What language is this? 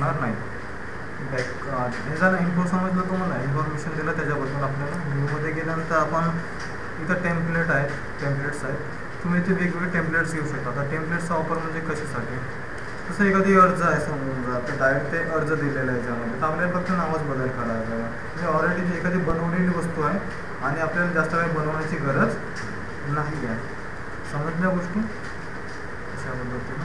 Marathi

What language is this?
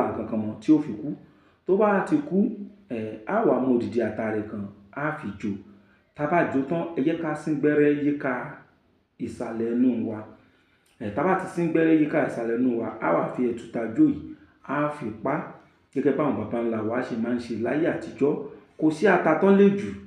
Yoruba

